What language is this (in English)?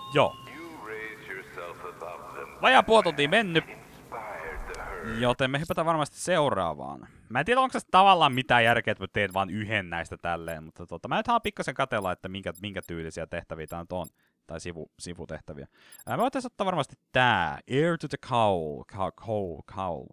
Finnish